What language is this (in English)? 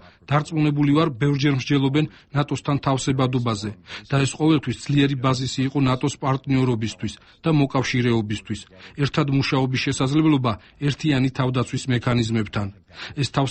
Georgian